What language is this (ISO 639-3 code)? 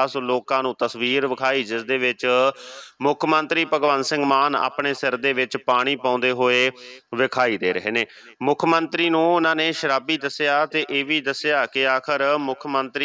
pan